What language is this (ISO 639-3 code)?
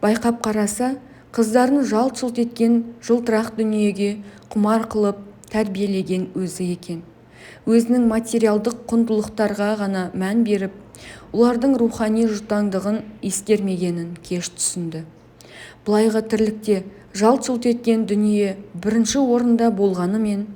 kaz